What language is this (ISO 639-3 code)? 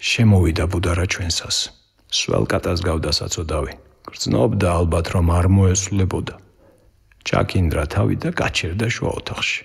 kat